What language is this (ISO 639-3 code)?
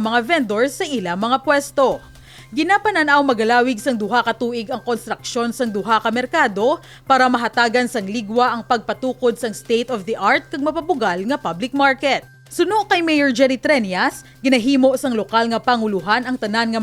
hil